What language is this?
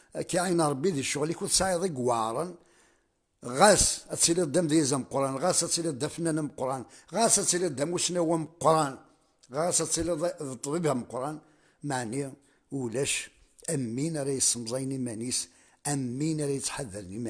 Kabyle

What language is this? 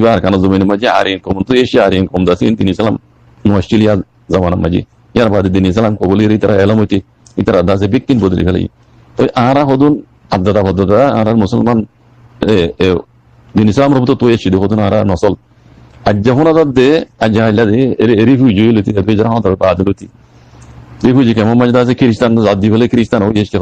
Rohingya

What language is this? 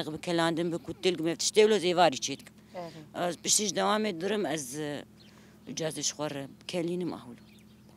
Kurdish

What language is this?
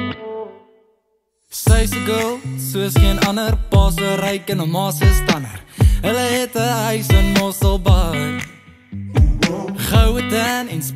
Afrikaans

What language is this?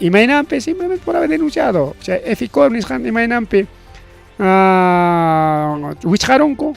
Ayacucho Quechua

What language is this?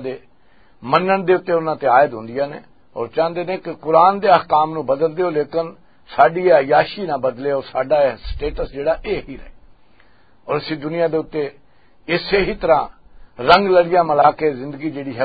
Western Panjabi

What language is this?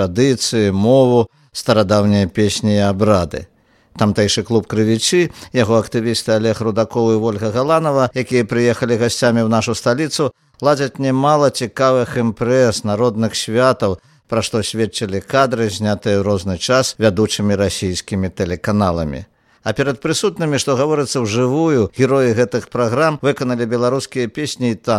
Belarusian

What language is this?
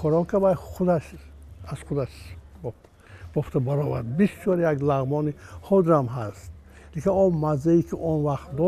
Tajik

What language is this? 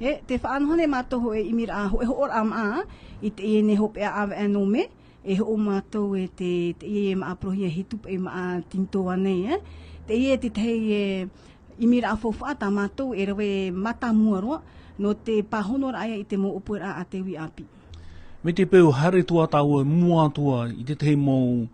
Tahitian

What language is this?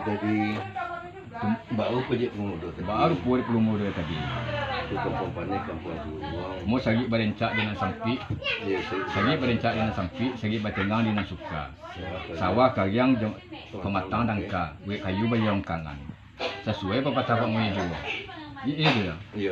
Minangkabau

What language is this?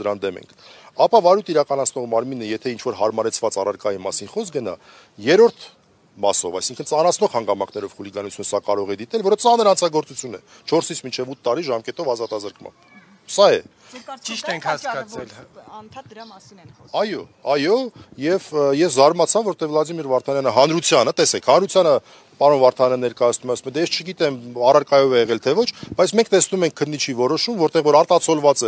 Armenian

